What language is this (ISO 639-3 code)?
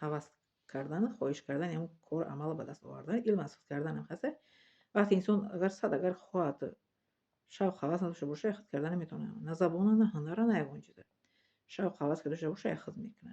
tgk